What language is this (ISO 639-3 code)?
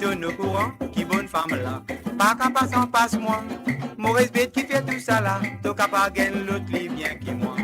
mfe